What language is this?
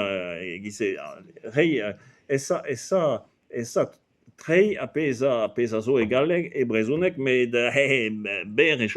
Breton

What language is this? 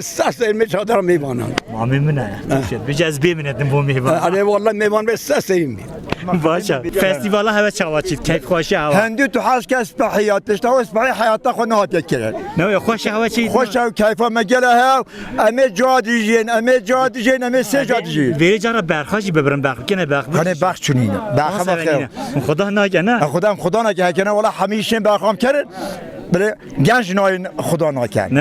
Kurdish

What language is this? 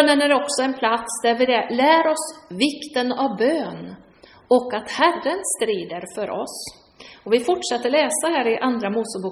Swedish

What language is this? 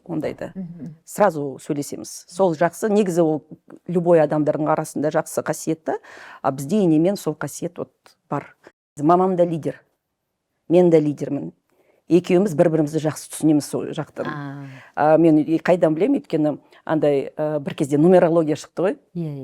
Kazakh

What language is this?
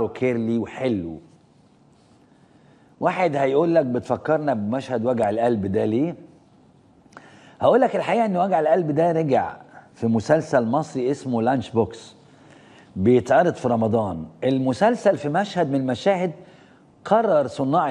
Egyptian Arabic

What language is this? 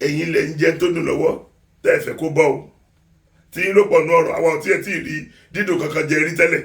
Yoruba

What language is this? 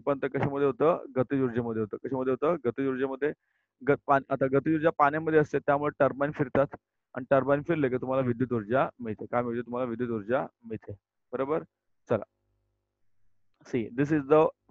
Marathi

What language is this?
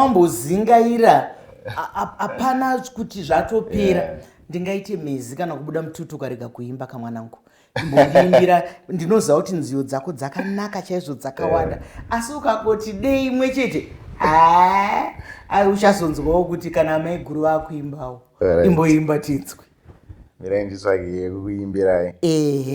Shona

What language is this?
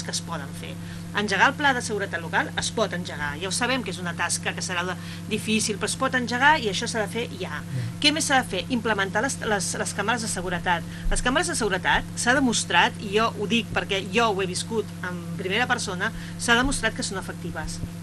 Catalan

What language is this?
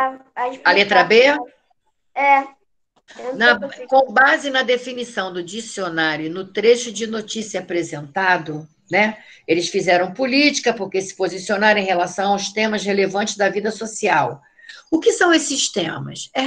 Portuguese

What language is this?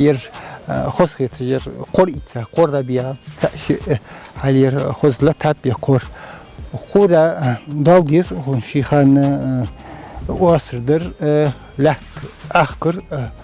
Ingush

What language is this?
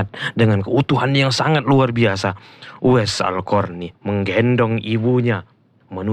Indonesian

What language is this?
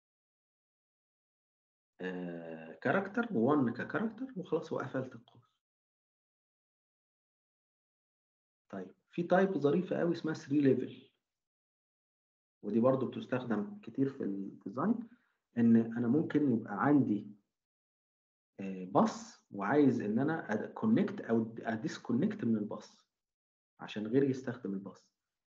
Egyptian Arabic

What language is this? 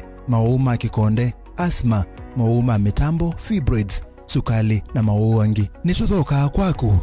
Kamba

